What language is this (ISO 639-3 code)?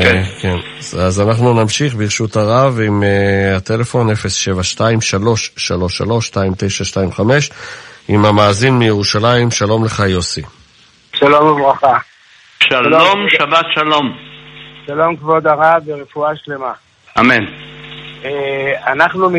heb